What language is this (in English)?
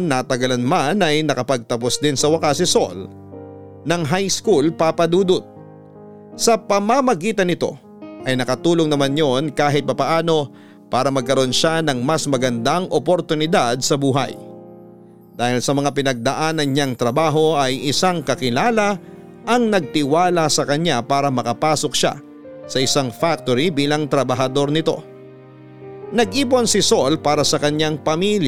Filipino